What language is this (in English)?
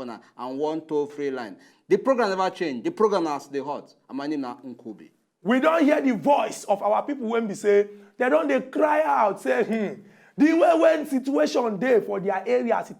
Nigerian Pidgin